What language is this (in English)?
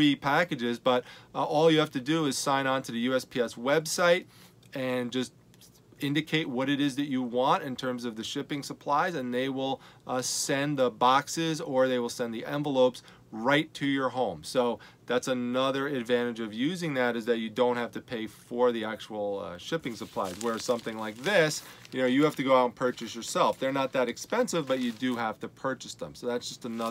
English